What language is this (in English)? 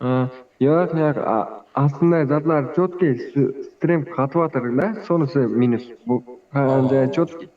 Kara-Kalpak